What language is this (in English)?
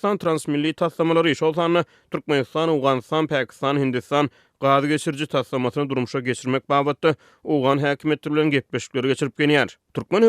Turkmen